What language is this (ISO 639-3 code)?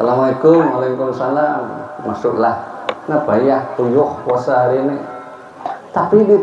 bjn